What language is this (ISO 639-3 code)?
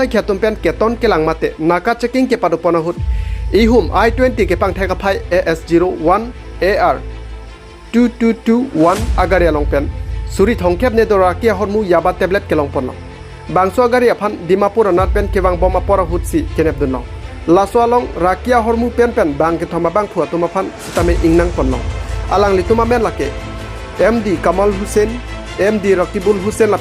mjw